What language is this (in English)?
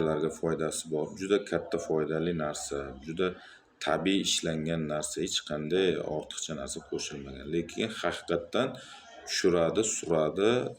Uzbek